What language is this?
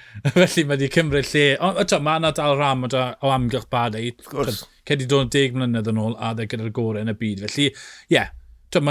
Welsh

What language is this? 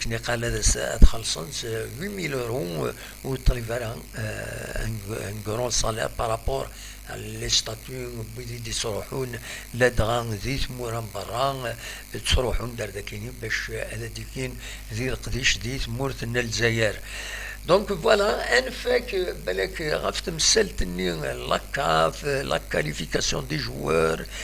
Kabyle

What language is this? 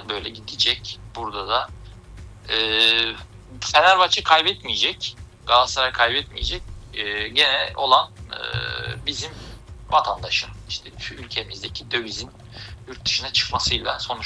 Turkish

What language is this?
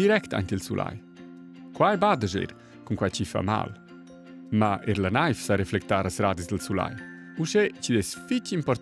Romansh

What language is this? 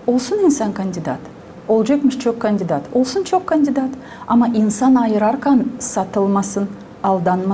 Gagauz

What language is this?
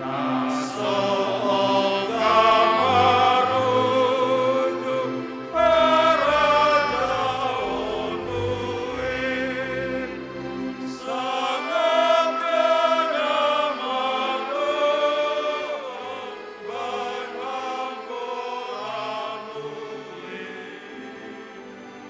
Batak Simalungun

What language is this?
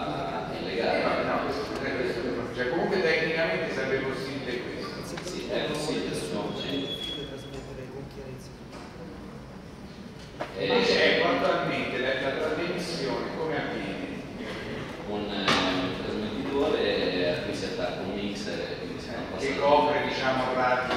Italian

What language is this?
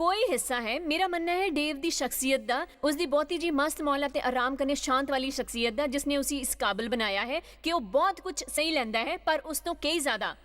Dogri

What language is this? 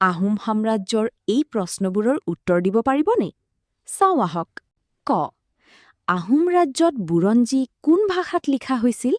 Assamese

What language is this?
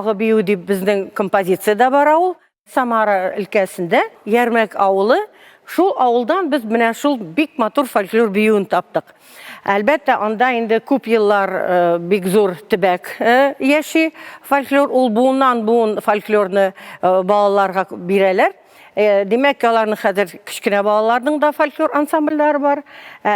Tatar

